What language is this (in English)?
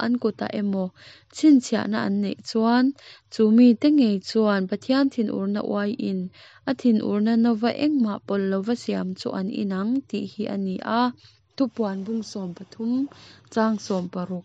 Mizo